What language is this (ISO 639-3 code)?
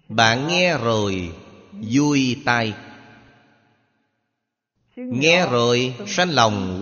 vie